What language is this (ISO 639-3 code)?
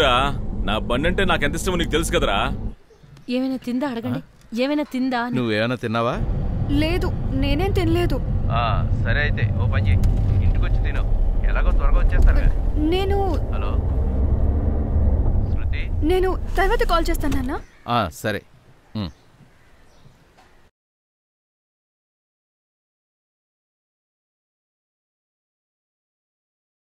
tel